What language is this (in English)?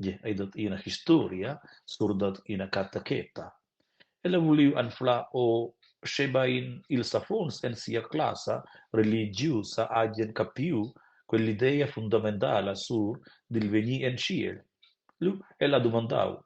Romansh